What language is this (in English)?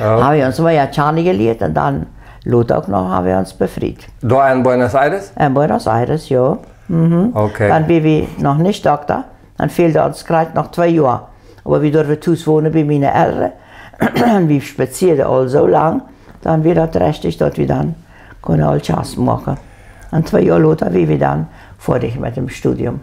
Plautdietsch